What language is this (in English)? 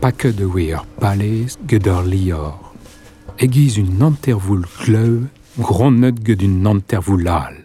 Breton